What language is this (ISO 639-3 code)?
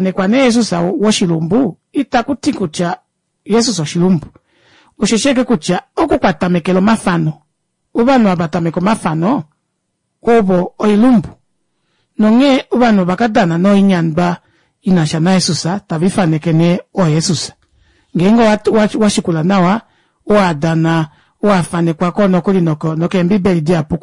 kua